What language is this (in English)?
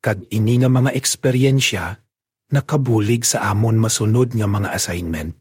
Hiligaynon